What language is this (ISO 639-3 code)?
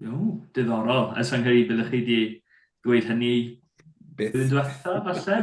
cym